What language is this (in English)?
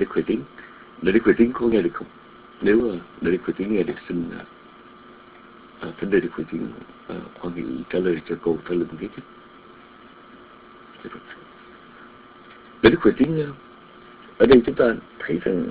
Vietnamese